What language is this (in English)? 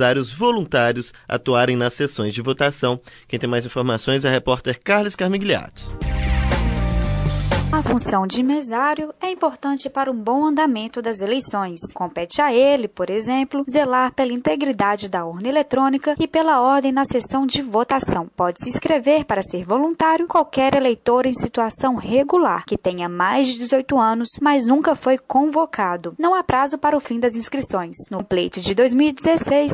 Portuguese